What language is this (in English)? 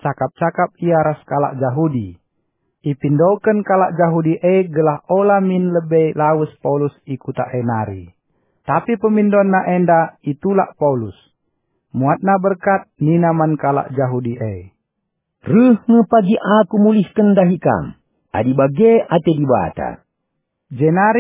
Batak Karo